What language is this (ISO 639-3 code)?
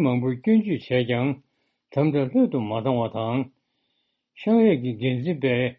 bod